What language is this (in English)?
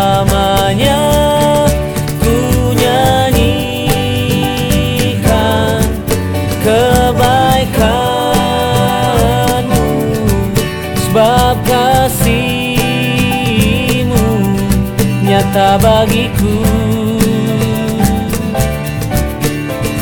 Indonesian